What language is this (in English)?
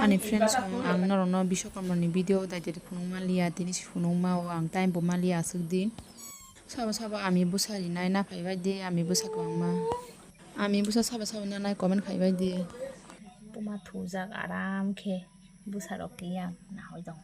Kok Borok